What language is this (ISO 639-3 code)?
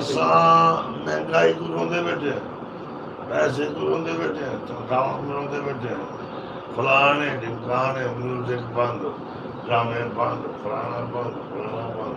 skr